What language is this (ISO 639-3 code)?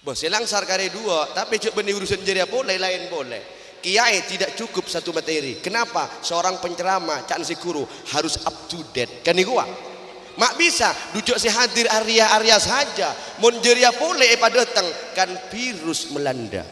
mad